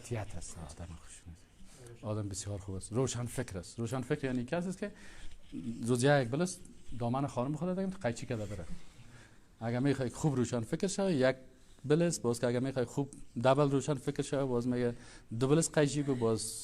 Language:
Persian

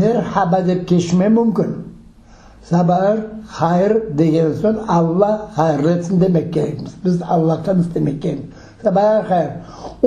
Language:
Crimean Tatar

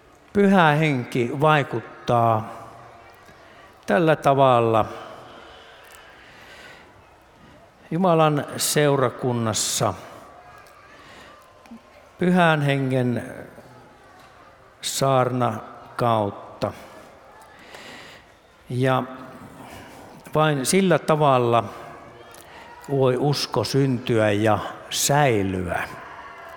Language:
Finnish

